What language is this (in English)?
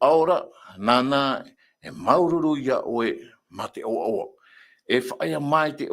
Tahitian